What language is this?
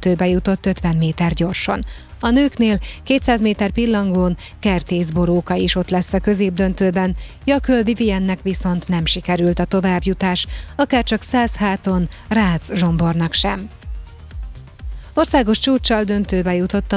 Hungarian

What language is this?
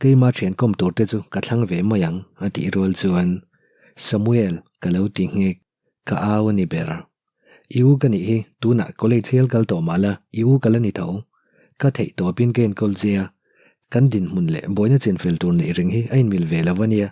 Mizo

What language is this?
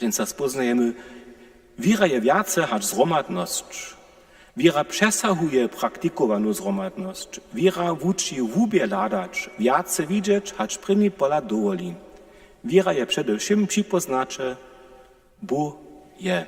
Upper Sorbian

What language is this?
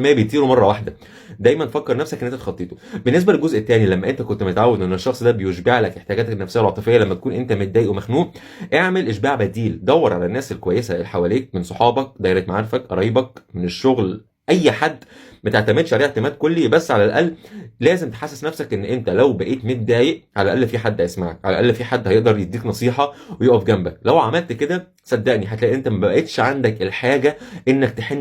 Egyptian Arabic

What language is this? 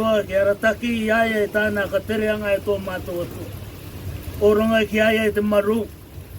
Rarotongan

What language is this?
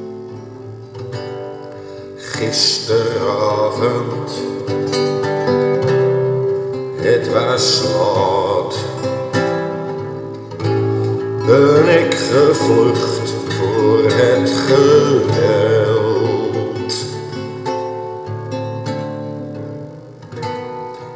Dutch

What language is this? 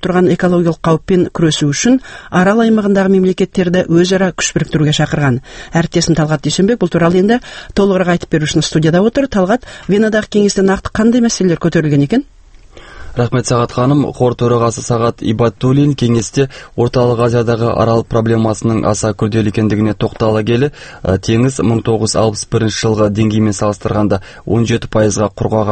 Kazakh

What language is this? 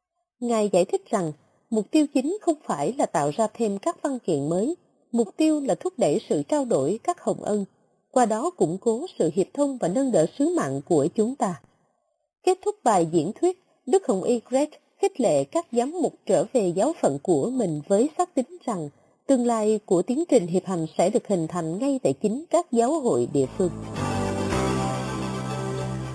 Vietnamese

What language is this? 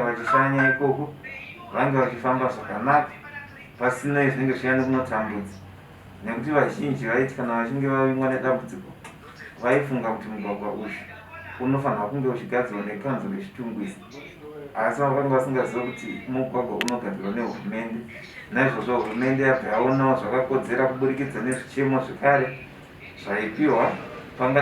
Shona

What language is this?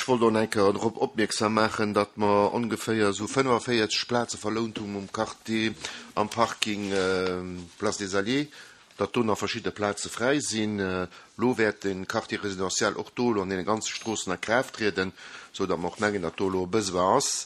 Luxembourgish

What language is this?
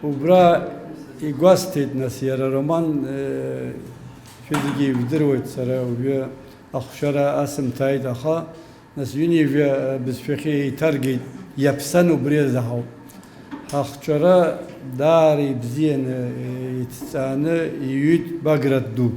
Abkhazian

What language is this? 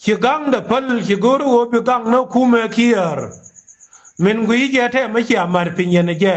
Nuer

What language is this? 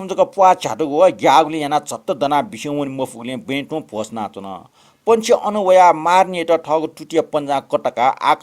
Newari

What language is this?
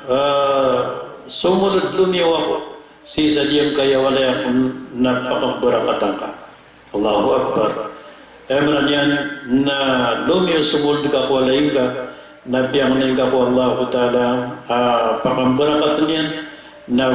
Maranao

